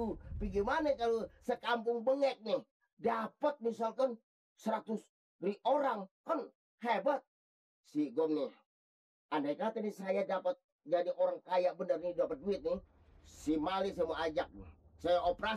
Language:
Betawi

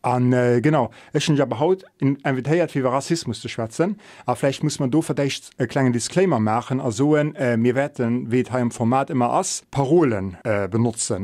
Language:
Luxembourgish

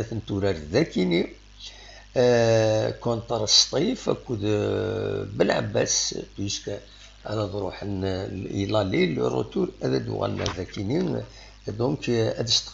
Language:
Kabyle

